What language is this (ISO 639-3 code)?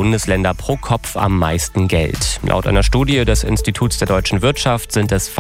deu